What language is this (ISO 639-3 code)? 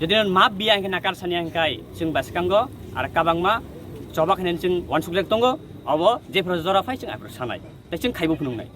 trp